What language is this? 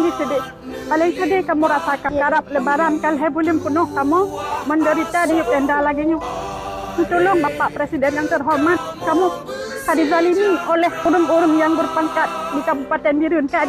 Achinese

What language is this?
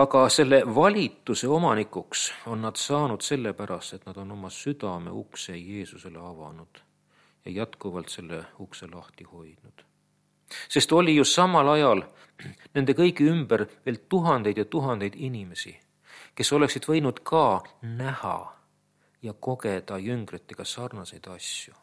Estonian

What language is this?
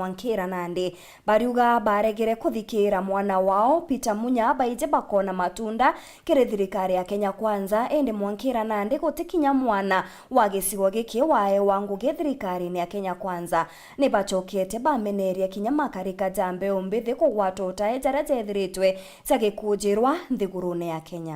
Meru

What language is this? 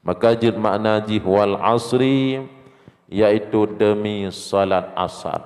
Achinese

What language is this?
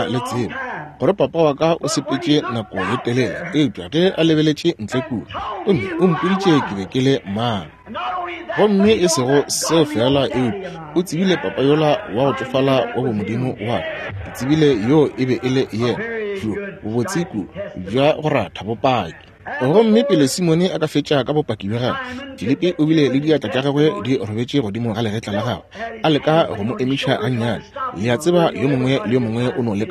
Northern Sotho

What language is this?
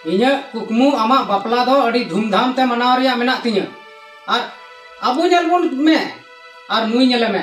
Santali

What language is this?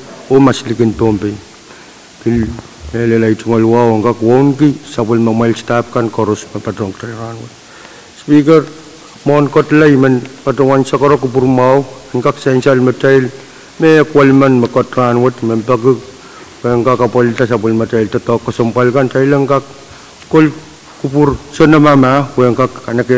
Pohnpeian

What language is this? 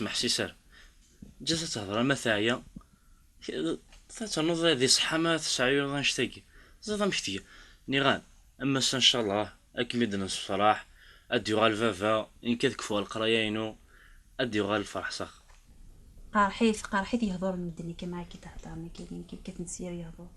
Kabyle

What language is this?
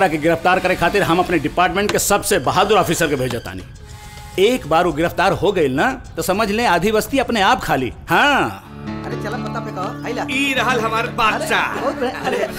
Bhojpuri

